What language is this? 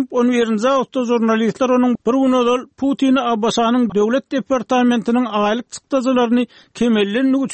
Turkmen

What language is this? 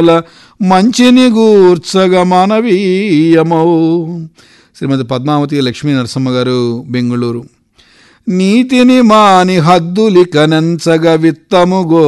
Telugu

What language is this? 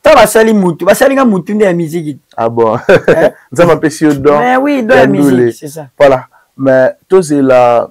Lingala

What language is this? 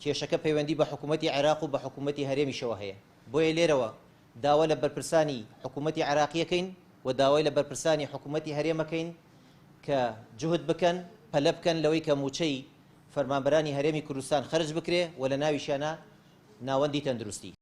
Central Kurdish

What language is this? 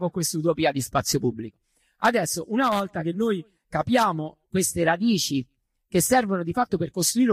Italian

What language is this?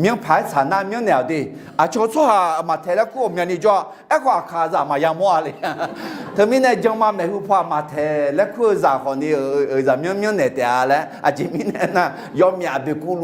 Akha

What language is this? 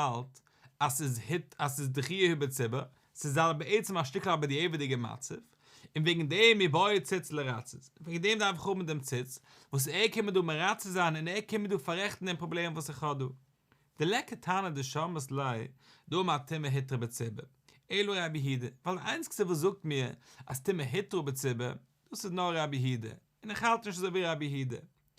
Yiddish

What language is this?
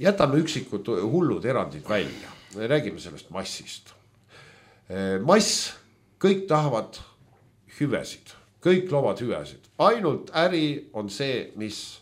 Estonian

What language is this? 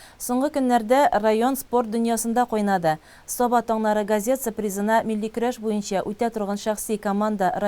Tatar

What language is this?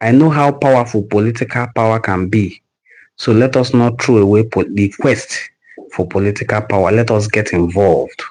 Igbo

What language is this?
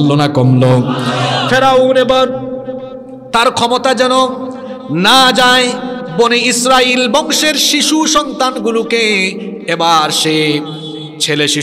Bangla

